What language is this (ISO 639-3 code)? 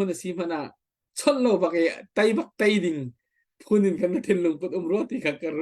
cnh